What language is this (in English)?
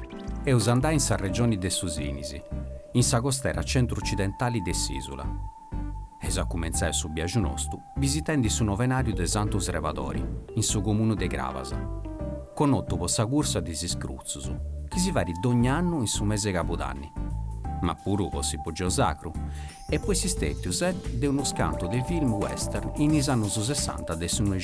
Sardinian